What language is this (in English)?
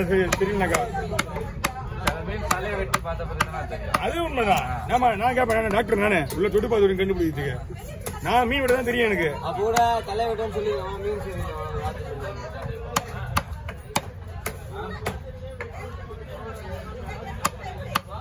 Tamil